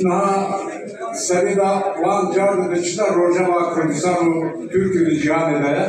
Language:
Kurdish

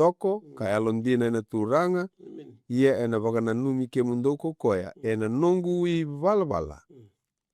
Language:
Fijian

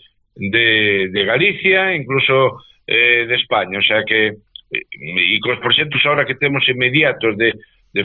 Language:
Galician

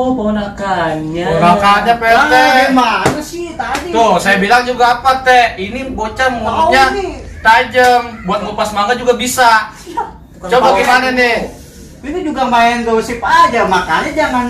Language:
Betawi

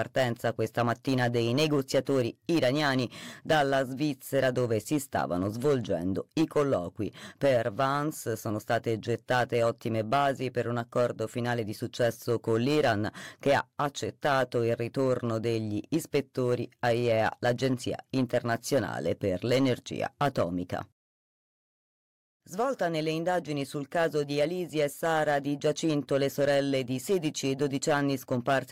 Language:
Italian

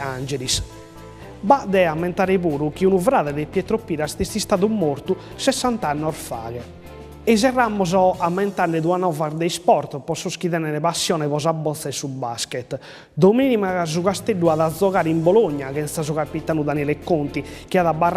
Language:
Sardinian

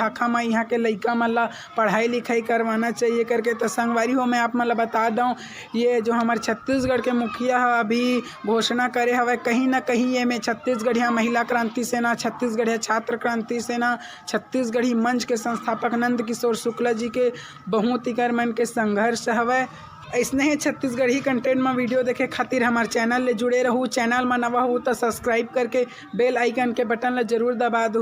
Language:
Chhattisgarhi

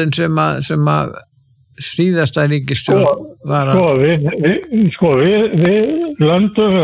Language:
Icelandic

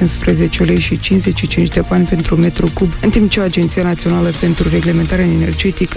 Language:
Romanian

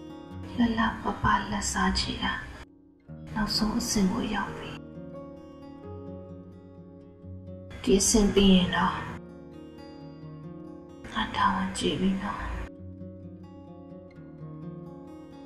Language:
Burmese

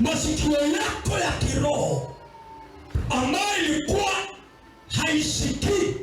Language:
Swahili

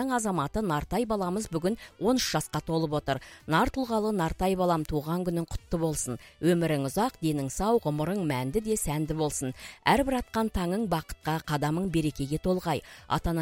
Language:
Kazakh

